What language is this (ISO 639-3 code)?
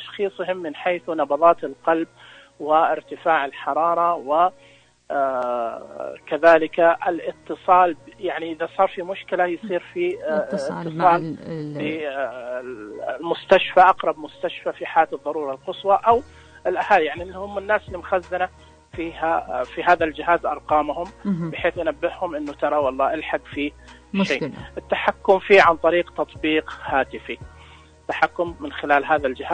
ars